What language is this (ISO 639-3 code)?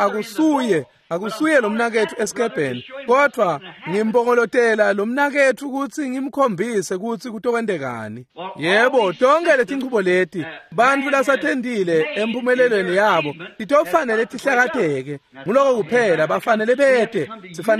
ssw